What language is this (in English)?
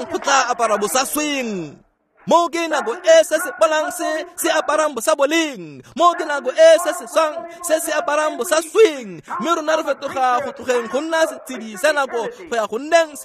Tswana